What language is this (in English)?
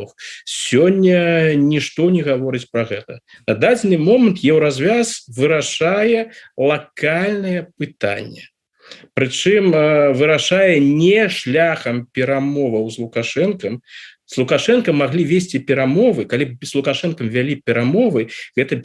Belarusian